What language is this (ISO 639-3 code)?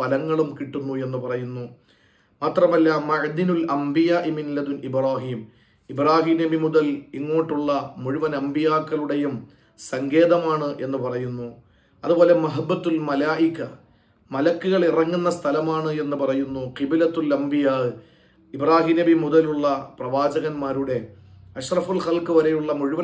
mal